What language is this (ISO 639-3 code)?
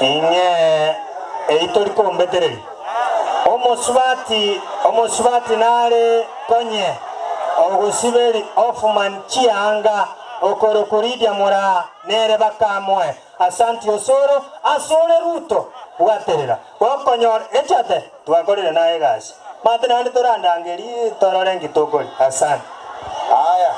guz